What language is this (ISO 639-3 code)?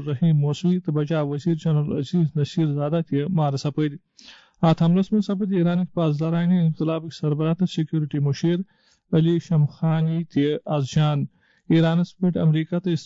kas